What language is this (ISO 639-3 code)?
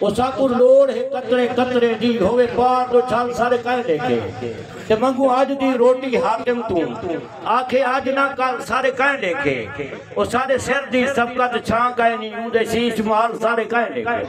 skr